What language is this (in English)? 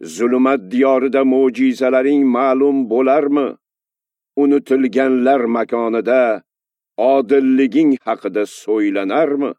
Uzbek